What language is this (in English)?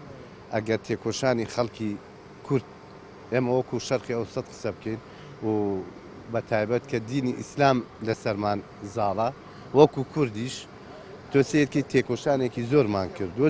Central Kurdish